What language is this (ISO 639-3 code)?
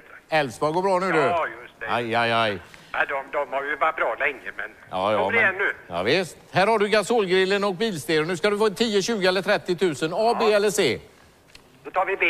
swe